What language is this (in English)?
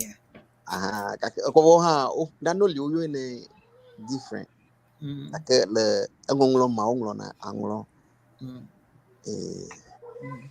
Ewe